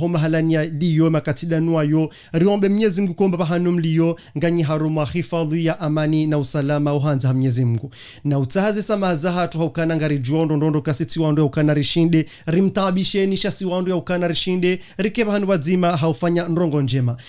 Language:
Ngazidja Comorian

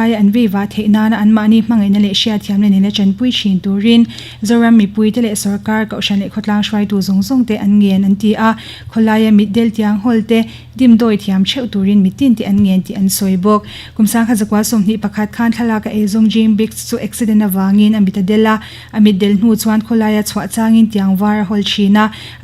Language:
Mizo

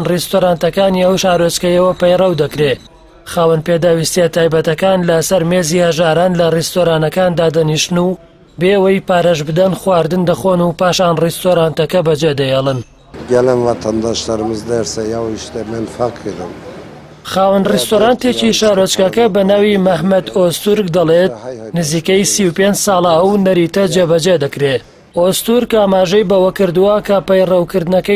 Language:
Central Kurdish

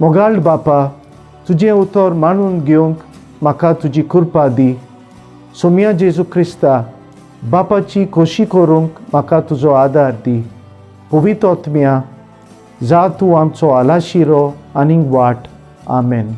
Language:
Konkani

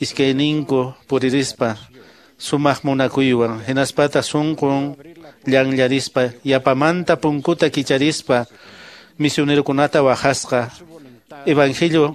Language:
Quechua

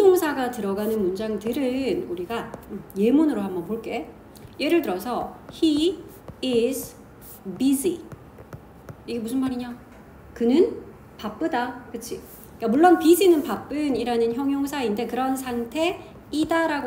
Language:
Korean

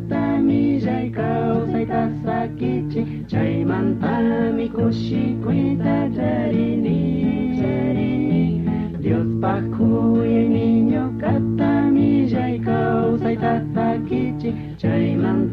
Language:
Chimborazo Highland Quichua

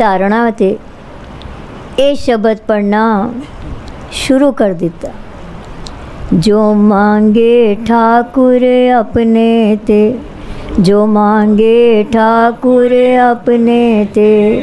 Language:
Punjabi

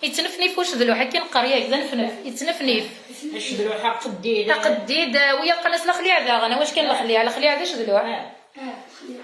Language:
Kabyle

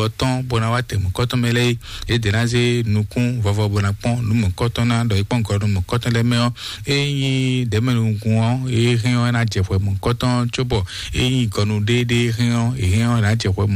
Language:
Fon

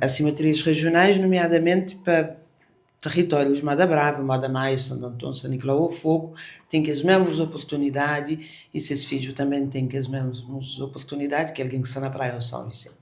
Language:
Kabuverdianu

